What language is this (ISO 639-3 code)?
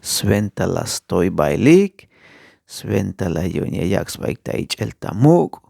tzh